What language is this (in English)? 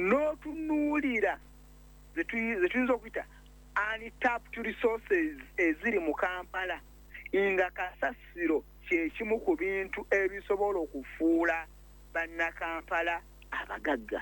Ganda